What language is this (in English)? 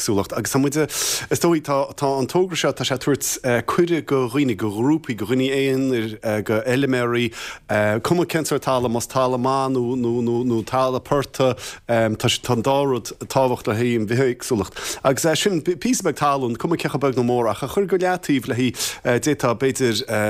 Irish